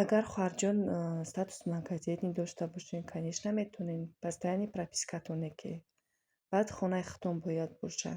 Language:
Tajik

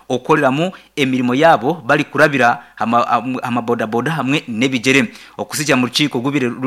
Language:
Nyankole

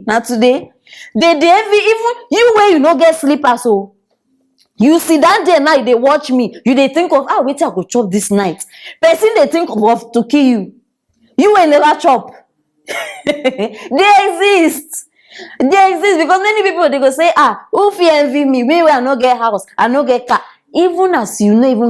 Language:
Nigerian Pidgin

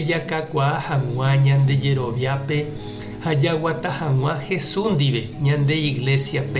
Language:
Guarani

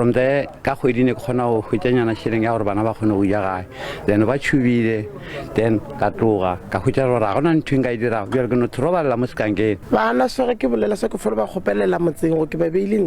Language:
Northern Sotho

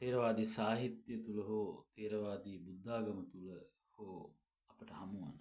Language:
Sinhala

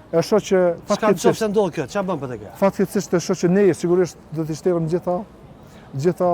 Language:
Albanian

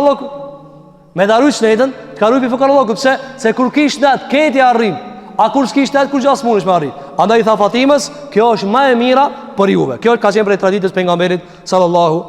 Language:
Albanian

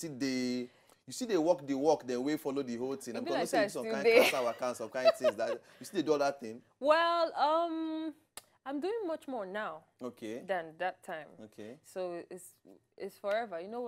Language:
Nigerian Pidgin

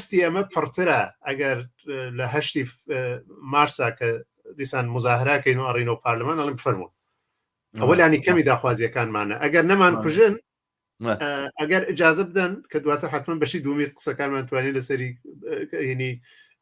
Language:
Central Kurdish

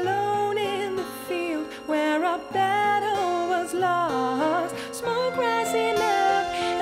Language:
Western Frisian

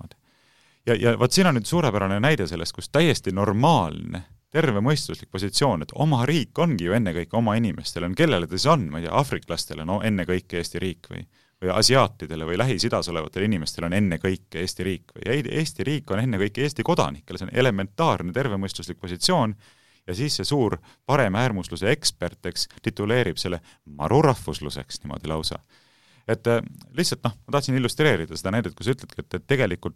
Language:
Estonian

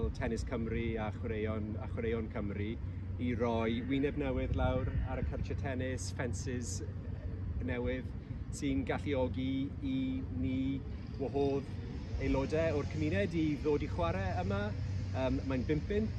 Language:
Welsh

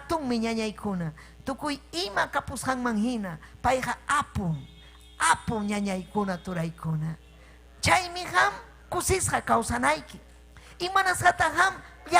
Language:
Ayacucho Quechua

